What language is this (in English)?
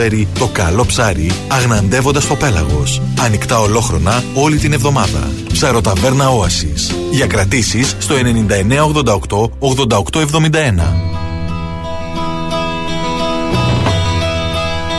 Greek